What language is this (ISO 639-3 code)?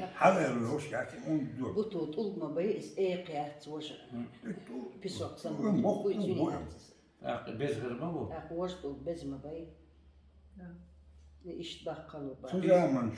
che